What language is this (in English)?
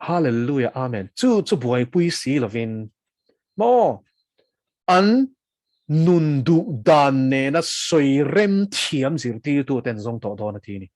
Mizo